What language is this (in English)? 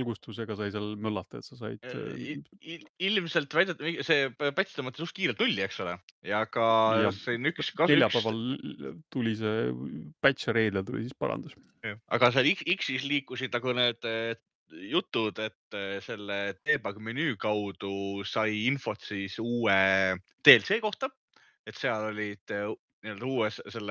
Estonian